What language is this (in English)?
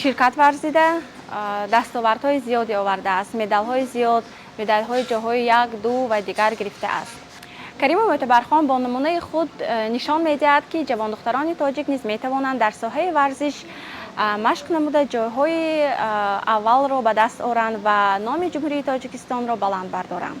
Tajik